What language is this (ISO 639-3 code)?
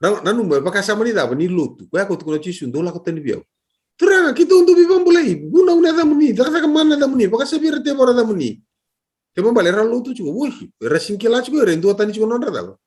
fij